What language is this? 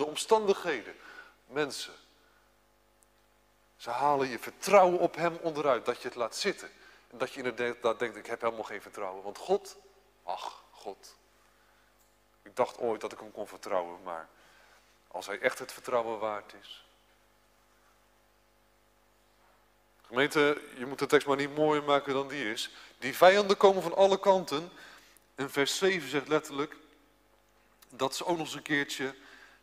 Dutch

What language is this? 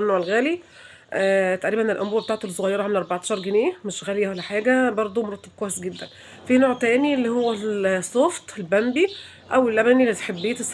Egyptian Arabic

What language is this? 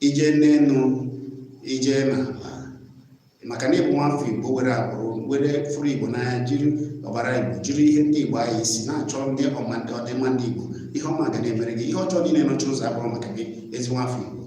Igbo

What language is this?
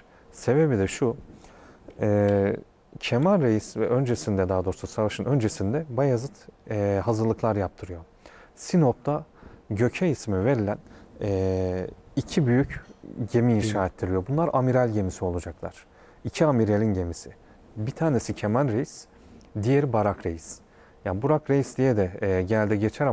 Turkish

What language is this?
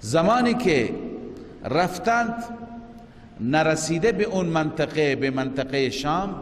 Persian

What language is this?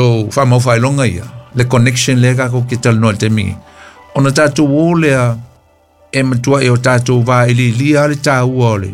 Samoan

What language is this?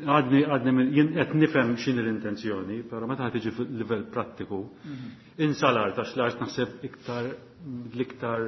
Maltese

